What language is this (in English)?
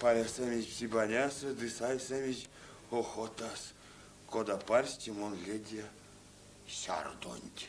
Erzya